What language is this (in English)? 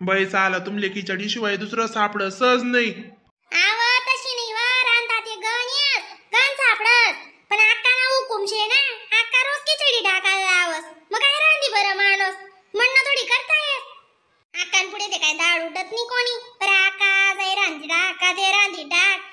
Khandesi